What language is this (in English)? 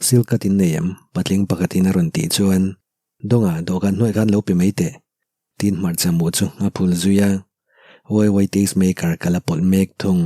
Mizo